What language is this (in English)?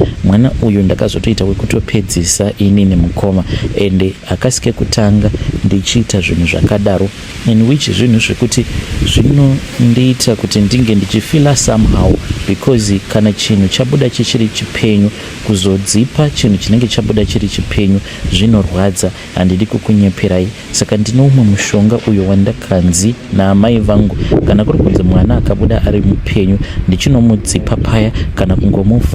Shona